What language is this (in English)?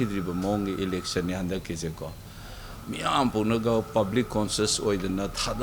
Manipuri